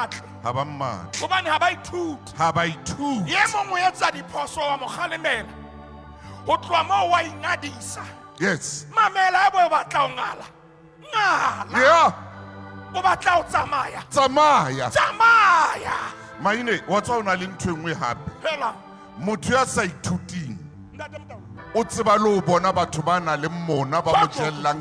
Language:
Southern Sotho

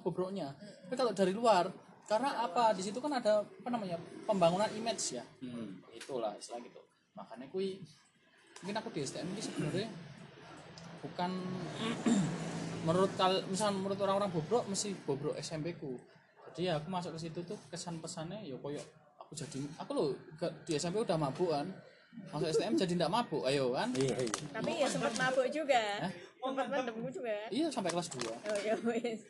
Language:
Indonesian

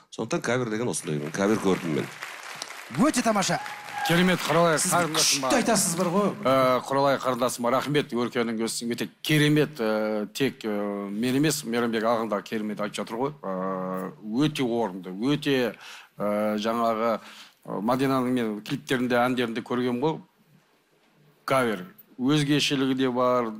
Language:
Kazakh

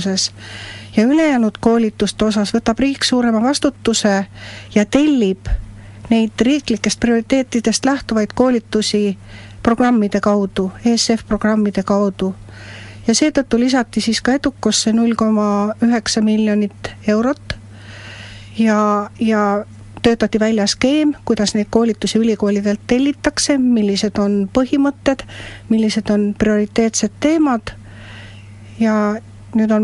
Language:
Estonian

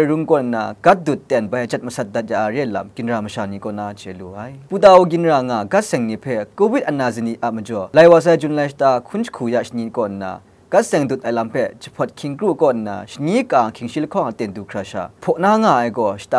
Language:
Kachin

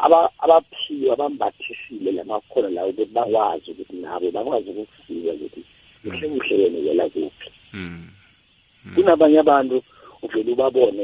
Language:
South Ndebele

